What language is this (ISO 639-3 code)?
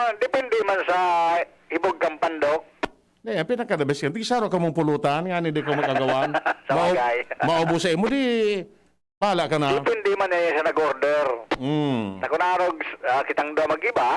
bik